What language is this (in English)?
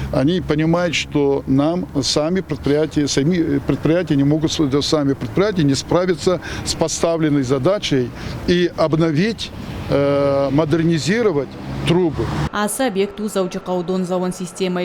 Ossetic